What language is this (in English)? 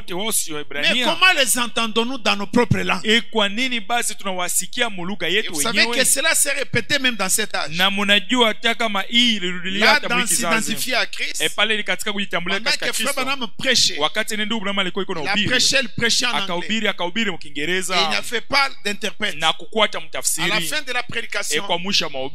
Swahili